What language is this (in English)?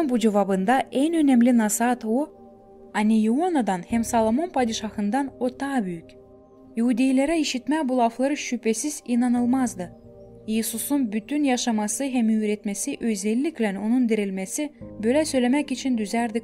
Gagauz